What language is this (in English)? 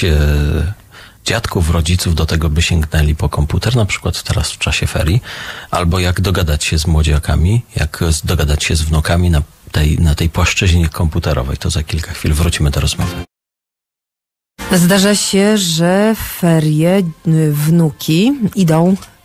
Polish